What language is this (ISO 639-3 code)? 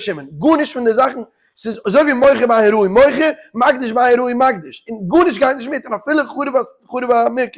yid